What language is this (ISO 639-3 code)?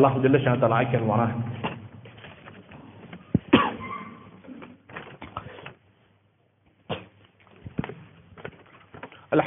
tam